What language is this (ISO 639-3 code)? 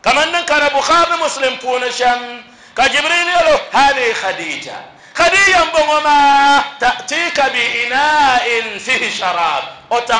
dag